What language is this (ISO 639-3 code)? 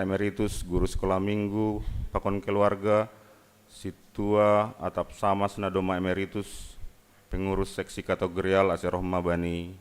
bts